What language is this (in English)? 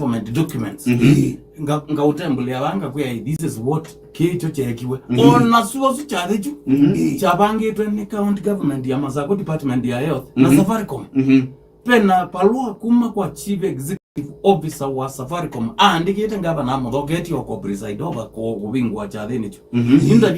Kamba